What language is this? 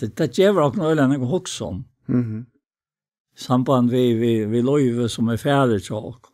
Faroese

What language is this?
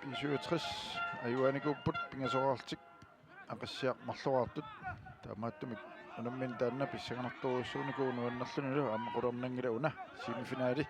Kalaallisut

